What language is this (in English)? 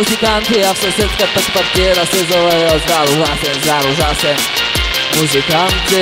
Bulgarian